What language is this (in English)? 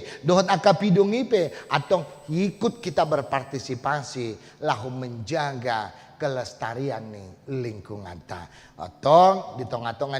Batak Toba